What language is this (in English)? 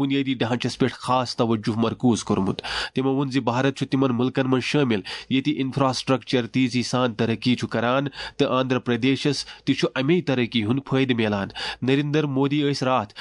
Kashmiri